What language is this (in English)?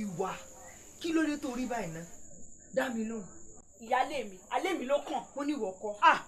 Yoruba